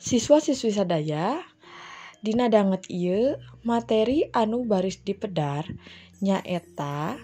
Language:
Sundanese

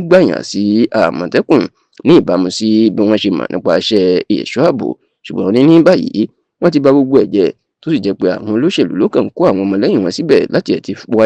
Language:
Yoruba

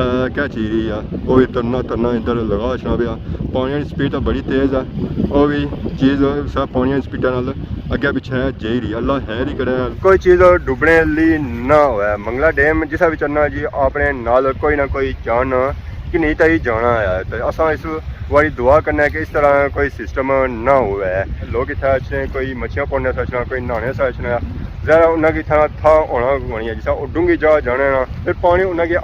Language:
Pahari-Potwari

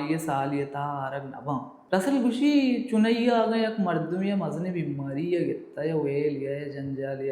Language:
Baluchi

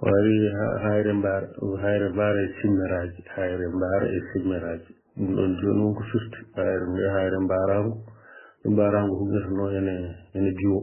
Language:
Fula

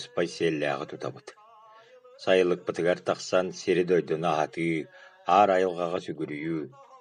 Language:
Yakut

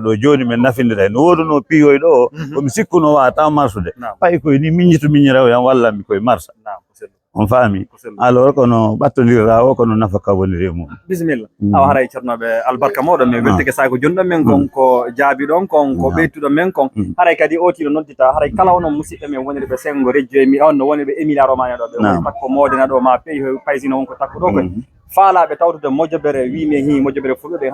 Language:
Fula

